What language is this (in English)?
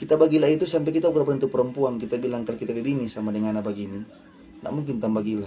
Manado Malay